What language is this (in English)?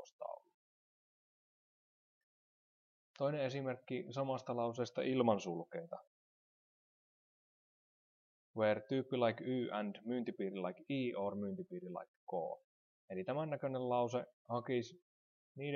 Finnish